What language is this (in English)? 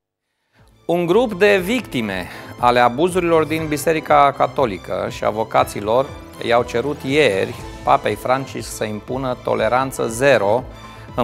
Romanian